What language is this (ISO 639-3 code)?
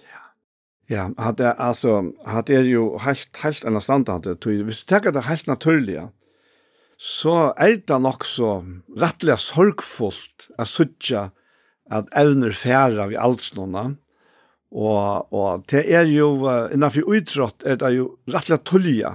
fao